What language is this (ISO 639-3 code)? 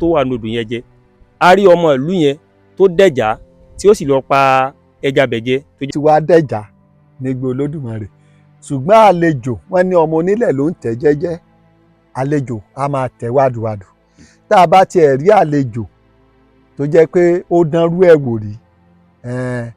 yor